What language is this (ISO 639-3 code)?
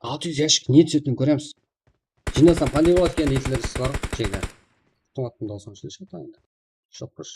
kaa